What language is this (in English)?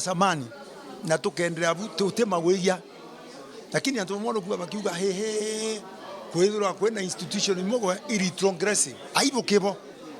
Meru